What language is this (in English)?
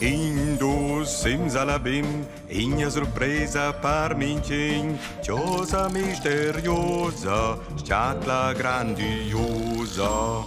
Romansh